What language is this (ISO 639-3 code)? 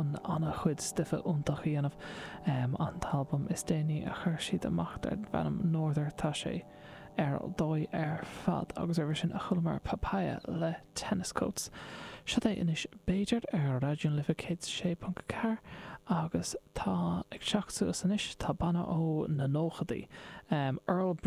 gle